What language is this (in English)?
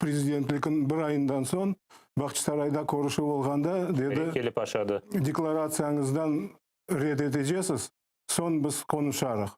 Crimean Tatar